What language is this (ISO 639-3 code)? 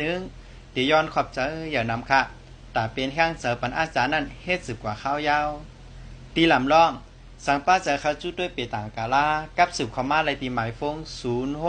shn